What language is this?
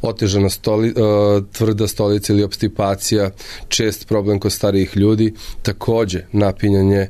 Serbian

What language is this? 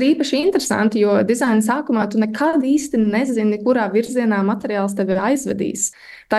Latvian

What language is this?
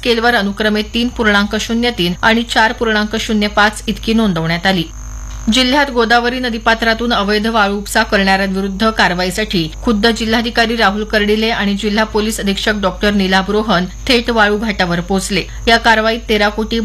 Marathi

